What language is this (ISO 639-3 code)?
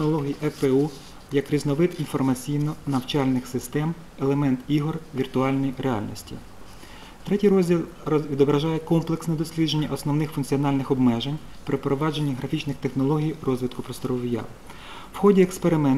ukr